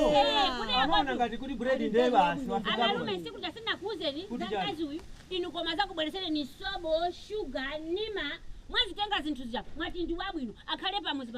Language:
Nyanja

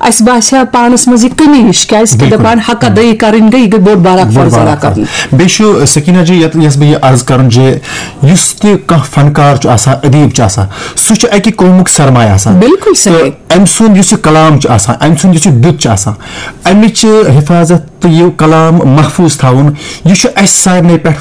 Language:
Kashmiri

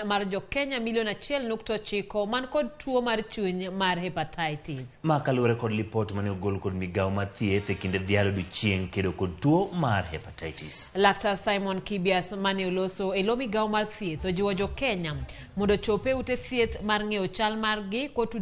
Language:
Luo (Kenya and Tanzania)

